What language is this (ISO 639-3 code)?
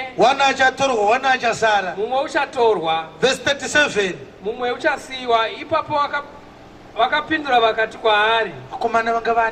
sna